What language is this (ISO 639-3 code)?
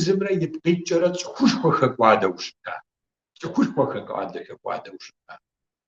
kbd